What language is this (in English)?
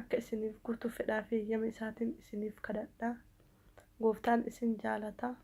Oromo